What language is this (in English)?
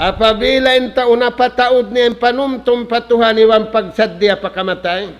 Tausug